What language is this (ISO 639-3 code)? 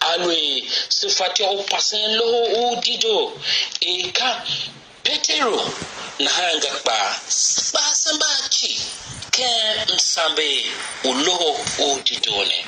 tiv